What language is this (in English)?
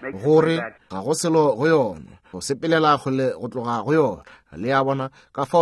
Northern Sotho